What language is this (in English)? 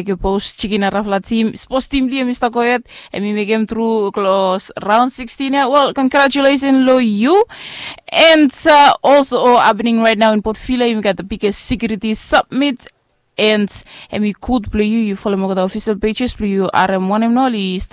Bislama